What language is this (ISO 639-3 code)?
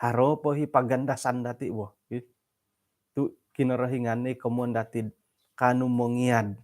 dtp